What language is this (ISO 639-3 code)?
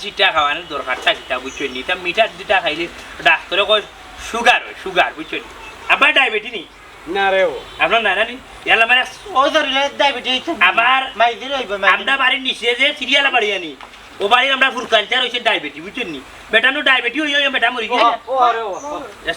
syl